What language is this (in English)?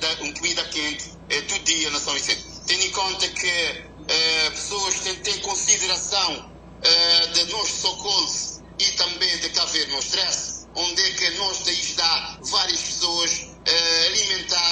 Kabuverdianu